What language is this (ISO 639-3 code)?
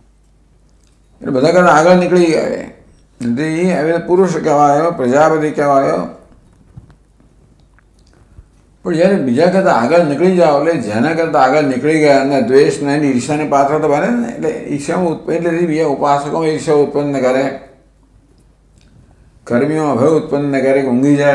guj